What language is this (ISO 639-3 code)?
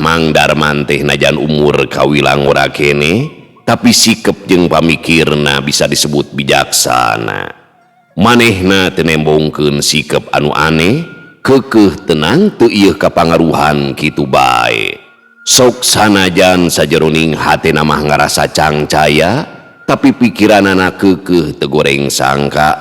sun